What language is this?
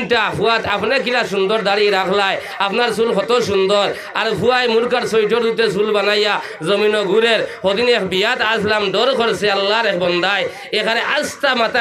Sylheti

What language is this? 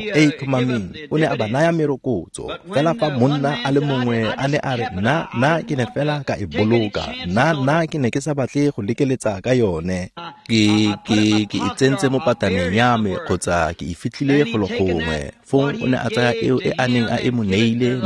Tswana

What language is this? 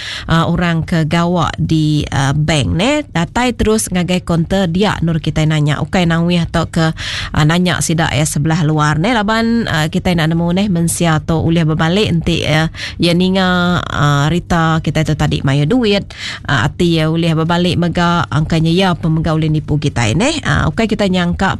Iban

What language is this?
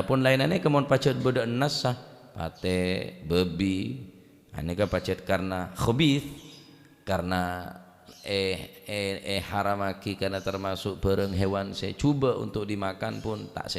Madurese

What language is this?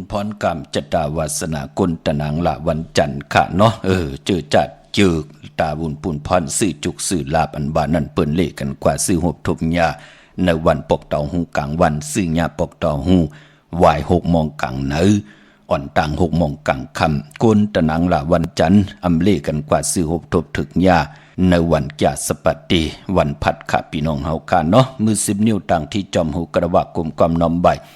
Shan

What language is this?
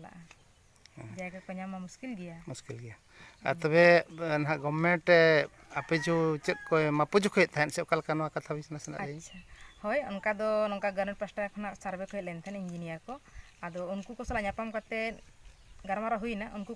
Santali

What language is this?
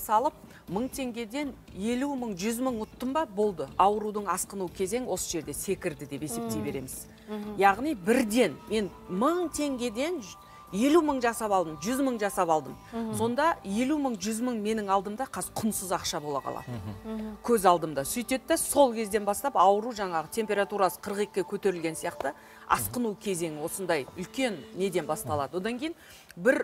Kazakh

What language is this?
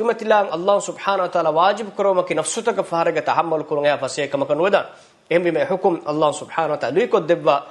Divehi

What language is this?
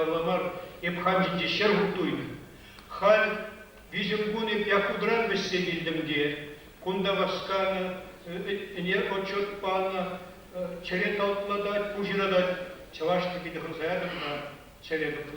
Chuvash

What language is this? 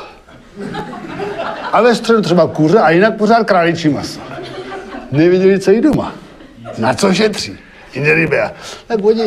Czech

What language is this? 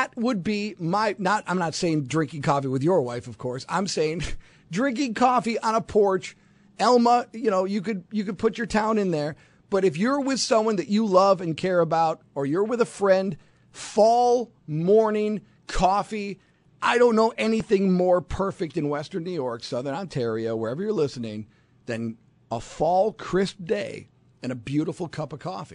English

